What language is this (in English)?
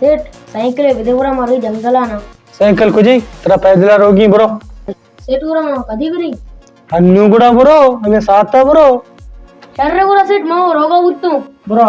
Baluchi